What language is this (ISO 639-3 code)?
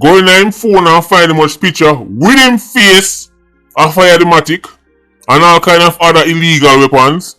jam